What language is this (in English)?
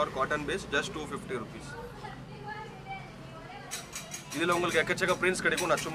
Tamil